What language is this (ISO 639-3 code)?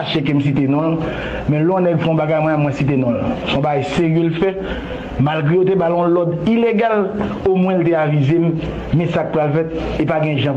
hat